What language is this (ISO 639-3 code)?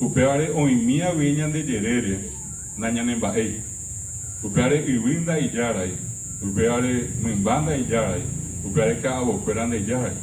grn